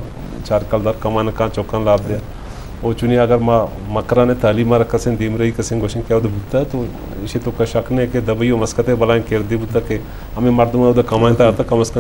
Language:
Eastern Balochi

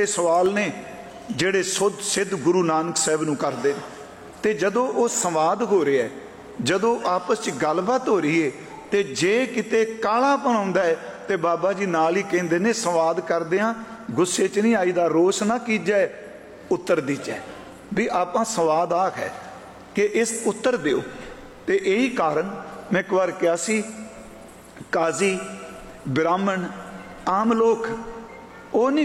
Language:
Punjabi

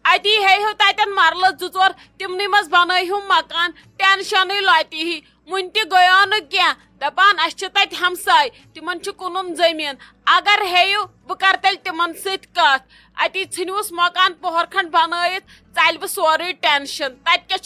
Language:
Kashmiri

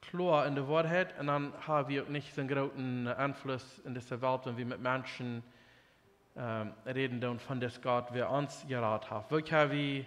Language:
Plautdietsch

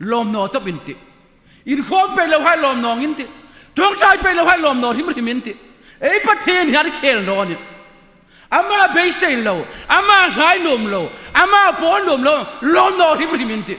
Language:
Hmar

